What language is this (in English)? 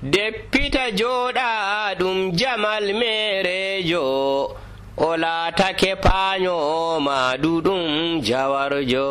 Nigerian Fulfulde